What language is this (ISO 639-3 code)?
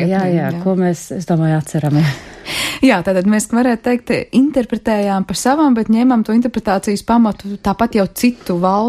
lav